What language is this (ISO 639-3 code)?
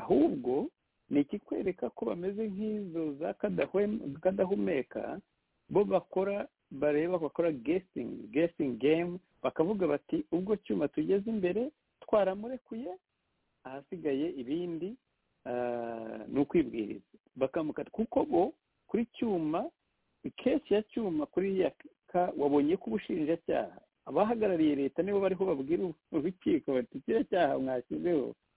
kin